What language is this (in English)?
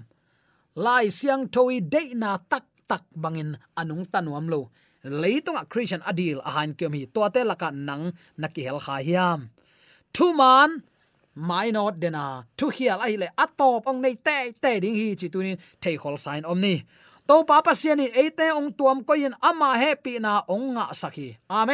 Tedim Chin